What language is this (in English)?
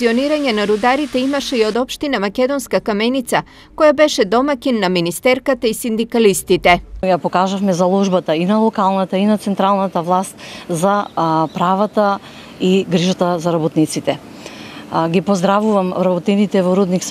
Macedonian